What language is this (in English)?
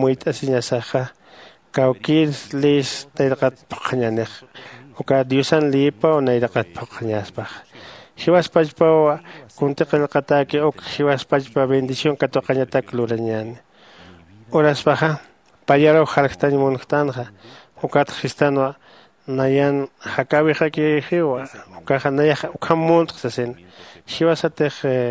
Aymara